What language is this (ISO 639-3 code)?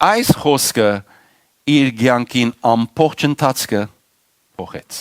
hyw